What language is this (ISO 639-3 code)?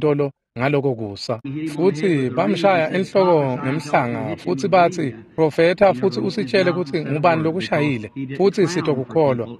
ssw